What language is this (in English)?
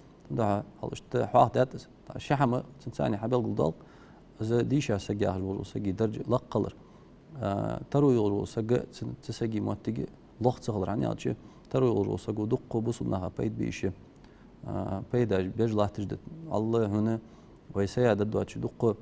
Ingush